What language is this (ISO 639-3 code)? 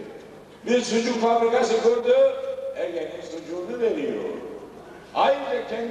tur